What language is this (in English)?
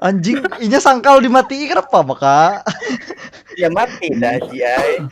Banjar